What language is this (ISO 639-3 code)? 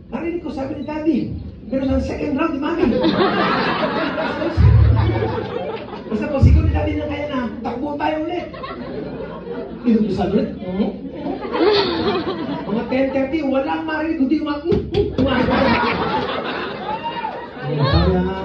fil